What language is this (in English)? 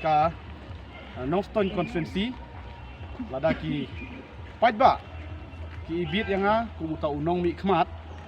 Khasi